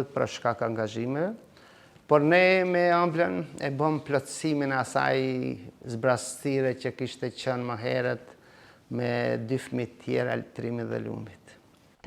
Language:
Albanian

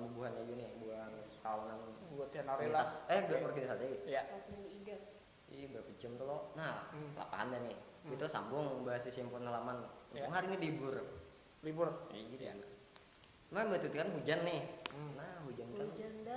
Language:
Banjar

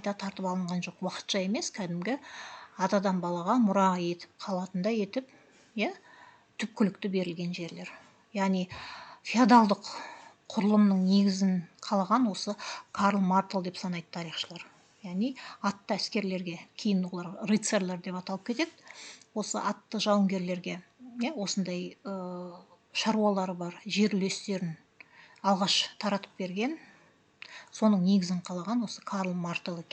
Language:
Kazakh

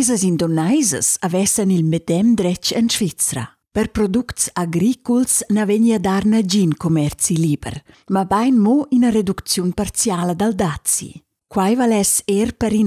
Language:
Romansh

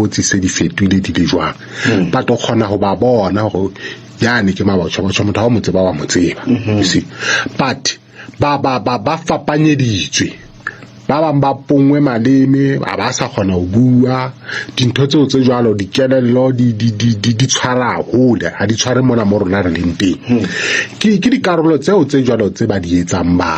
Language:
Southern Sotho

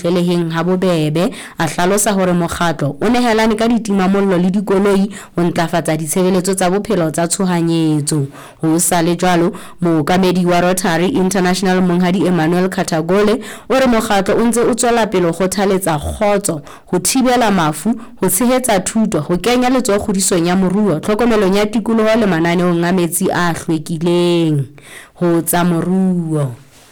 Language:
Southern Sotho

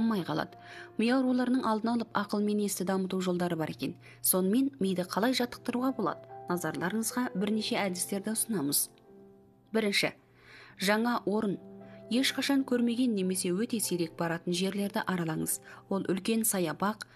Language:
Kazakh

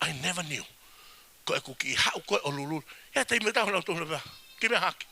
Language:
Tongan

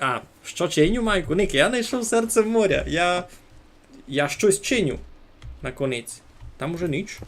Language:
Rusyn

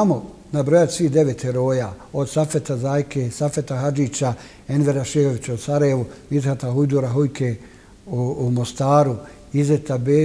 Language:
Bosnian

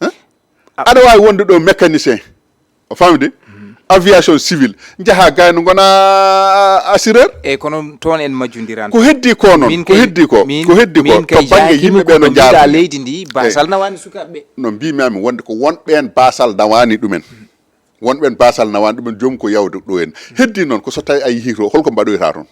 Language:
Fula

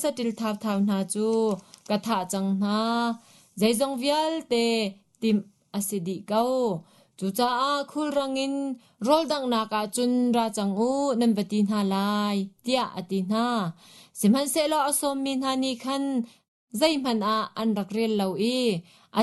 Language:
Hakha Chin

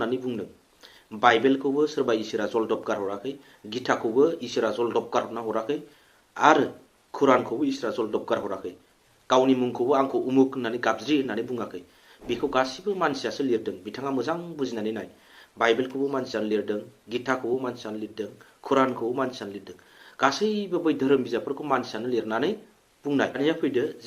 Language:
Bodo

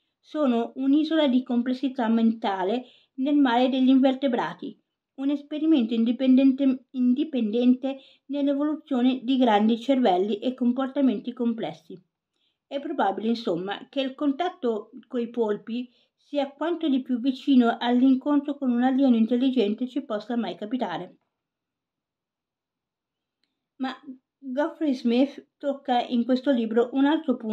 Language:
Italian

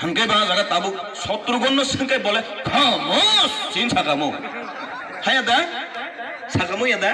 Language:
Kok Borok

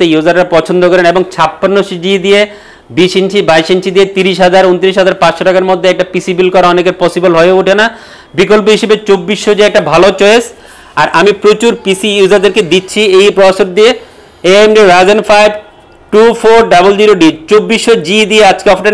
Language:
Bangla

